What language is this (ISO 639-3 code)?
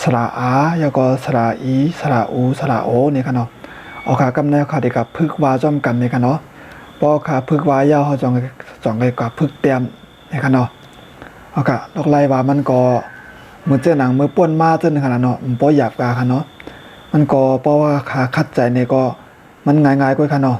shn